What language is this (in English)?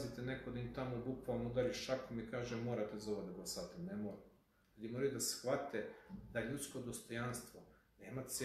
Serbian